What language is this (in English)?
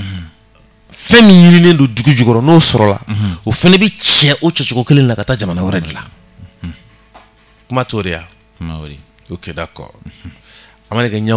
Bambara